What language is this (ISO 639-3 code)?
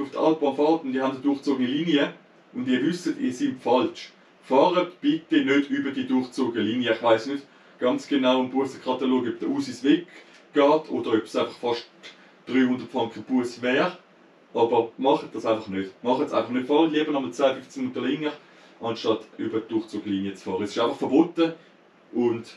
gsw